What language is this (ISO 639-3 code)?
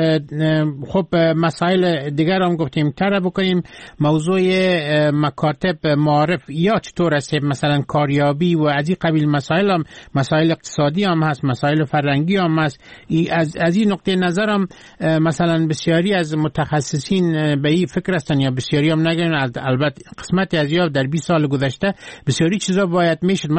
fas